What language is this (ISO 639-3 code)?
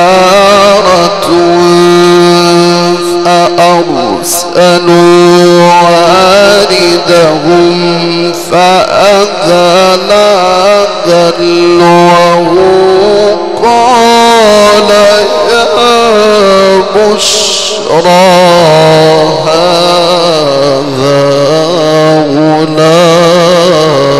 ara